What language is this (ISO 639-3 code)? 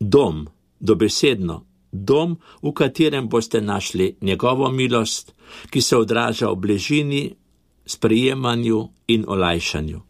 slv